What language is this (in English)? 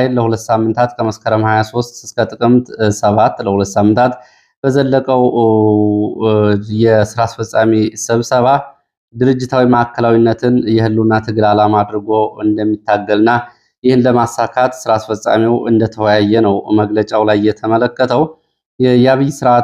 Amharic